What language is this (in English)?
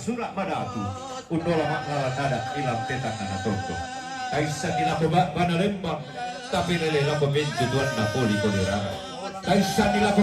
Toraja-Sa'dan